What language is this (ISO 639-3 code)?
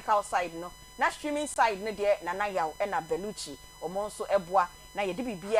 aka